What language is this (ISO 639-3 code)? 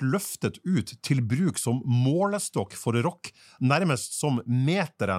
nor